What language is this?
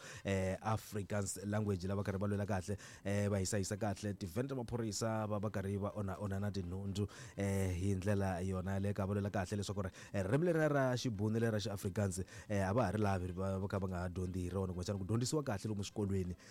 Tsonga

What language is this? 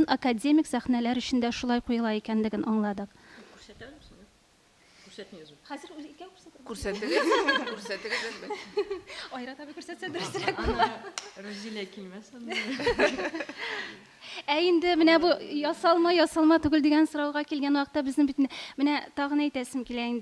Tatar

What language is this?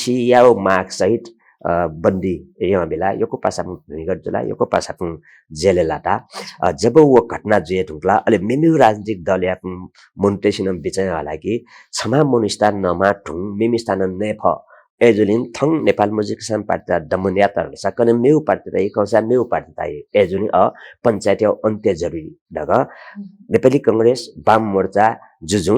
Newari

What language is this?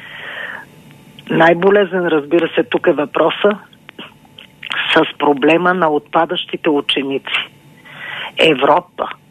Bulgarian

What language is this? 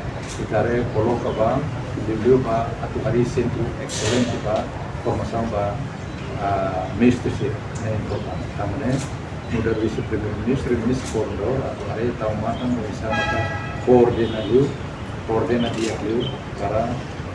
Tetum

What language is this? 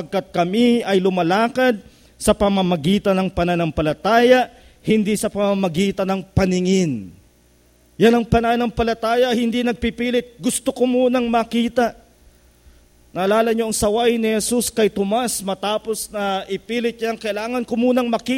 Filipino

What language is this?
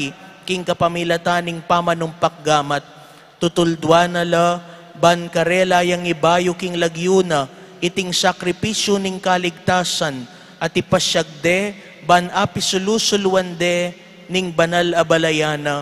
Pampanga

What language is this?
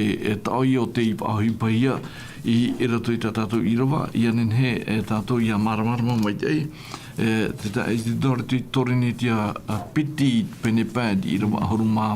Tahitian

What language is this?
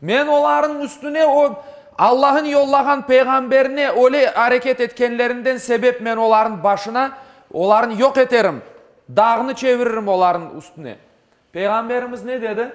Crimean Tatar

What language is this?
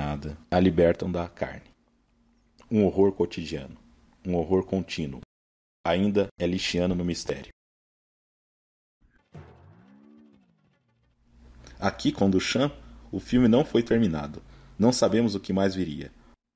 Portuguese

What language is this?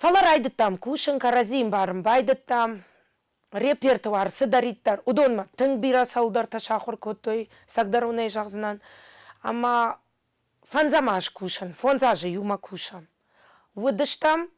Ossetic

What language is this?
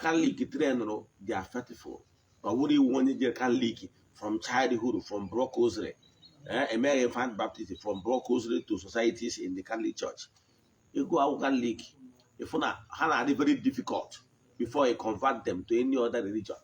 Igbo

